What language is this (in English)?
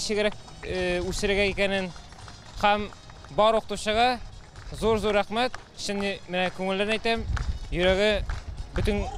Tatar